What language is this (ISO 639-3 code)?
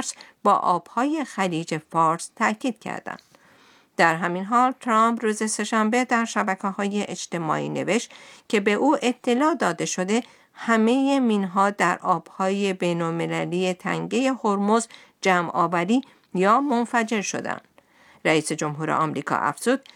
fas